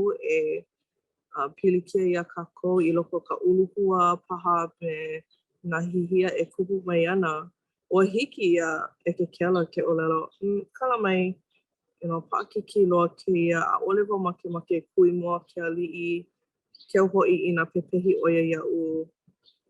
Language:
Hawaiian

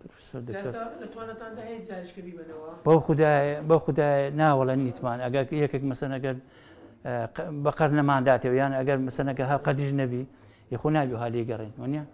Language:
Central Kurdish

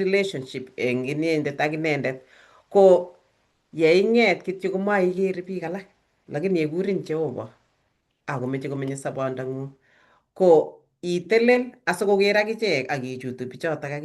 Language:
Kalenjin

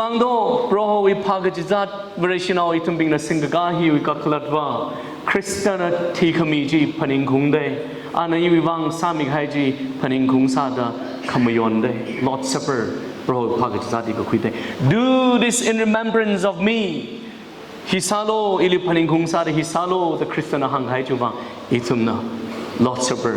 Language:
Tangkhul Naga (India)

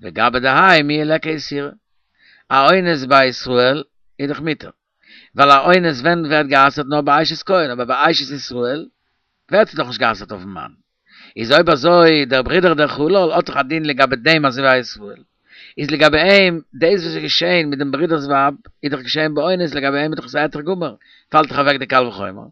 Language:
Yiddish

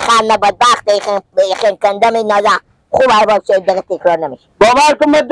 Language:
Persian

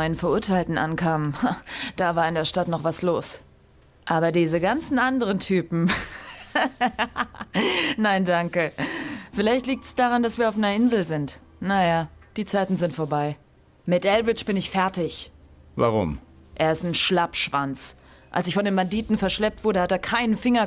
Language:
Bavarian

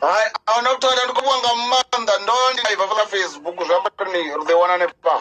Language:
Venda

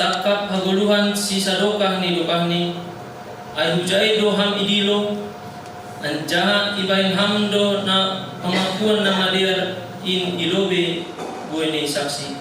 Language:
Batak Simalungun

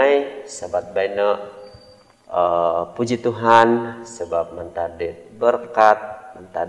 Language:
Central Dusun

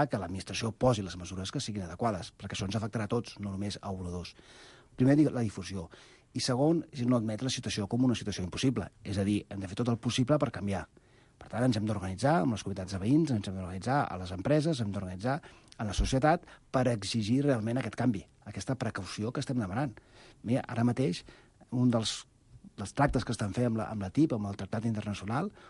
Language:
Catalan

